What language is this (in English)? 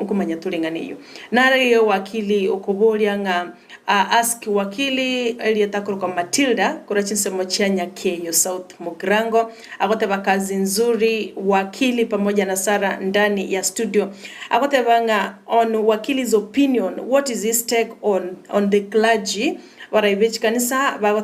Gusii